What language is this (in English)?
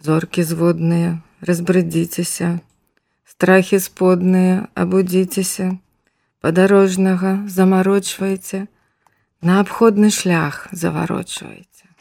Belarusian